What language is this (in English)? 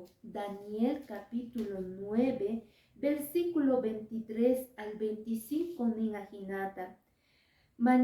Quechua